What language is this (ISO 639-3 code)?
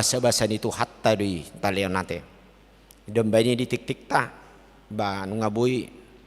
bbc